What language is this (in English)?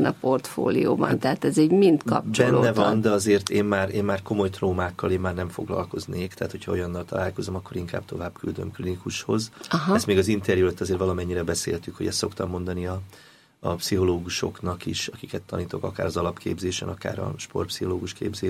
Hungarian